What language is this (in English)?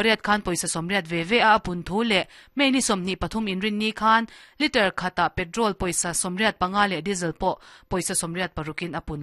Mizo